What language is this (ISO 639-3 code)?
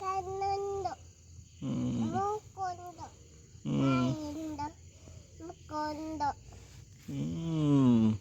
tcy